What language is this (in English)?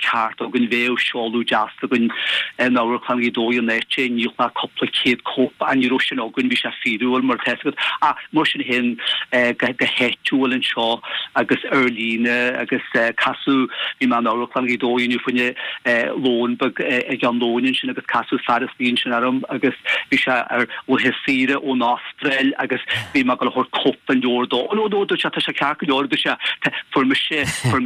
Irish